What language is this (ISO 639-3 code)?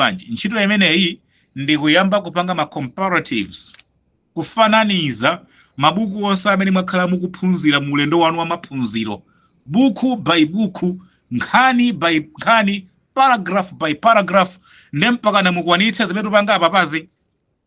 nya